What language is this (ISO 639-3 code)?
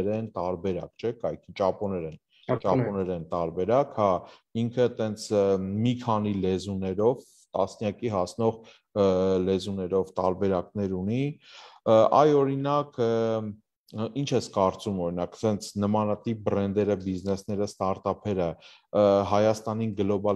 hye